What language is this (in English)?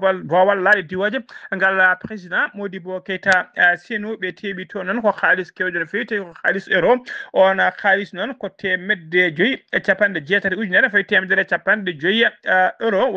Fula